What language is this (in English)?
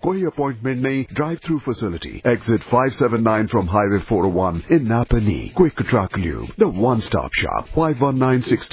Punjabi